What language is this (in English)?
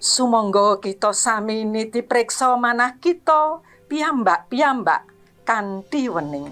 Javanese